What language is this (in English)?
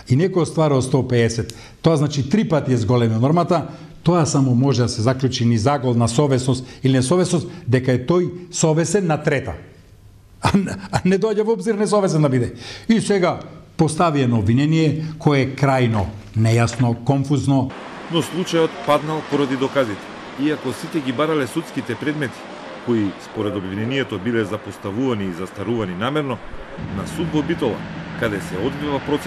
Macedonian